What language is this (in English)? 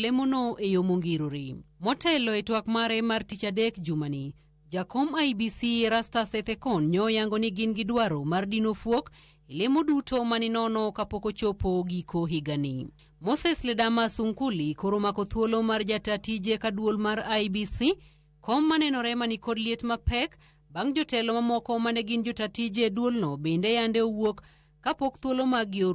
Luo (Kenya and Tanzania)